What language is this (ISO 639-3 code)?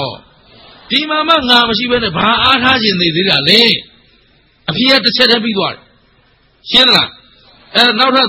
mya